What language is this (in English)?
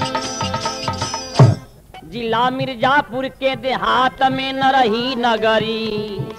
Bhojpuri